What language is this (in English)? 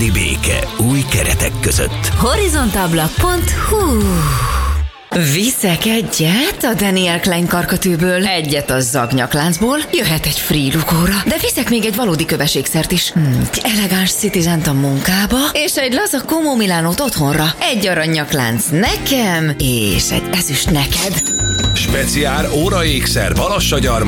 Hungarian